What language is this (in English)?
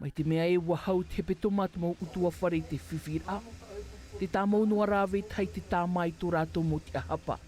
Tahitian